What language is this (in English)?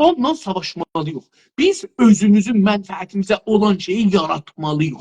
South Azerbaijani